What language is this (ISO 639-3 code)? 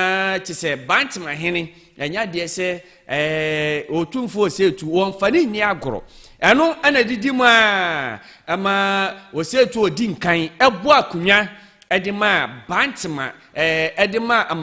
aka